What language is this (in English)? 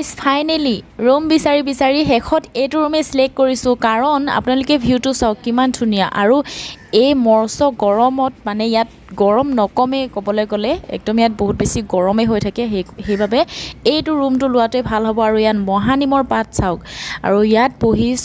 Assamese